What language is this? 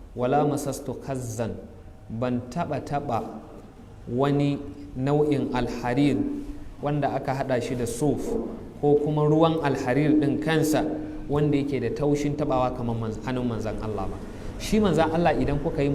Hausa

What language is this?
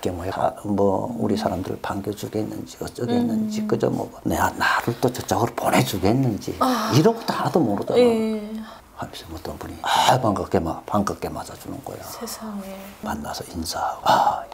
Korean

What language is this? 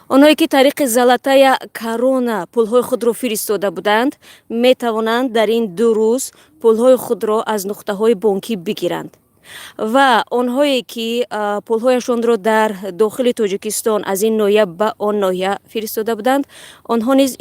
Tajik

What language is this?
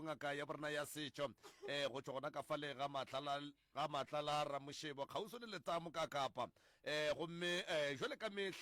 Northern Sotho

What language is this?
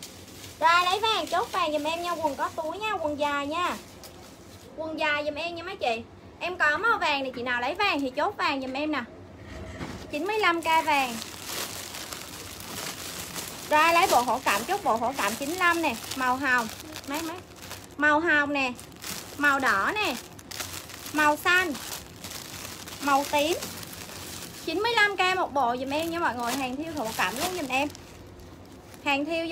Vietnamese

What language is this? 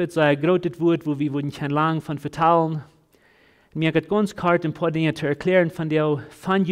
Plautdietsch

